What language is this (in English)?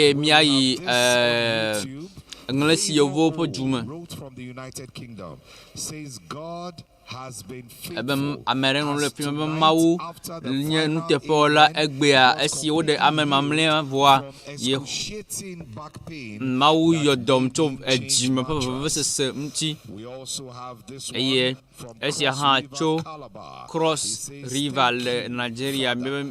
Ewe